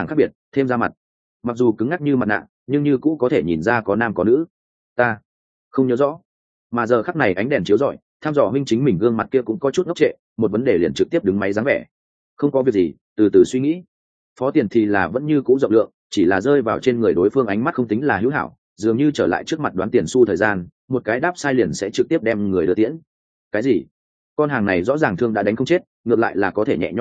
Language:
Vietnamese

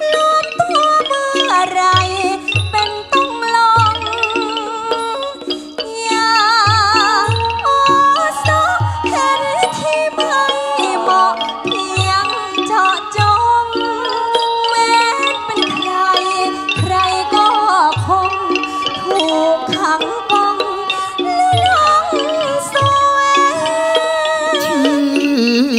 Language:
Thai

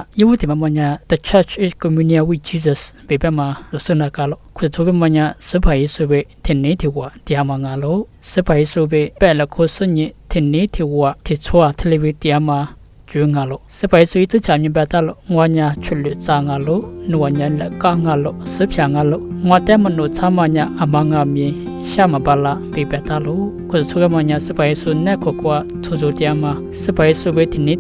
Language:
Lisu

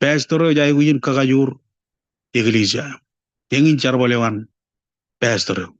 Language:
Marshallese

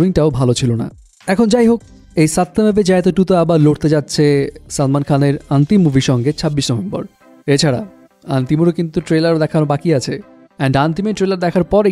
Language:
Bangla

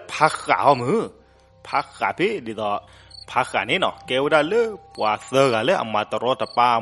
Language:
S'gaw Karen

